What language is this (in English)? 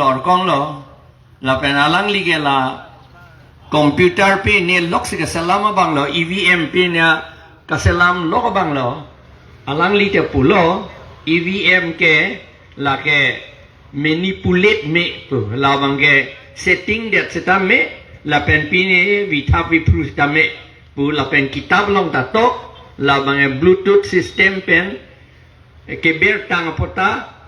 Karbi